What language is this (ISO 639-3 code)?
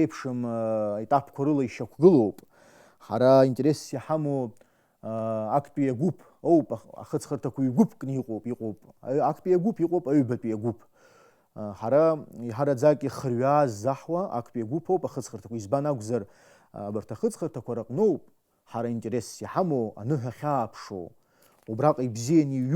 abk